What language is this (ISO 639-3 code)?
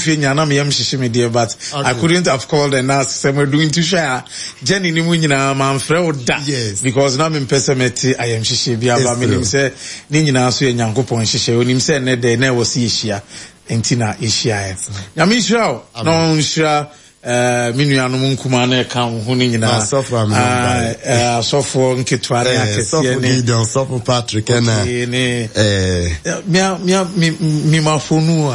aka